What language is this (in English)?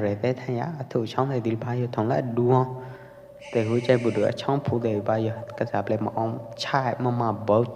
Pwo Eastern Karen